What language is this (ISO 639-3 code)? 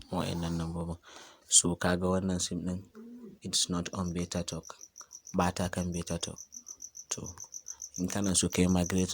hau